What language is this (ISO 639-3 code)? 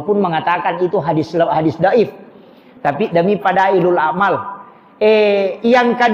bug